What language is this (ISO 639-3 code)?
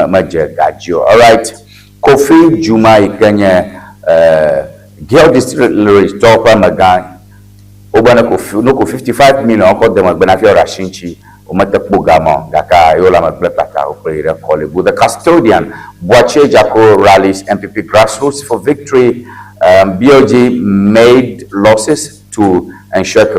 ewe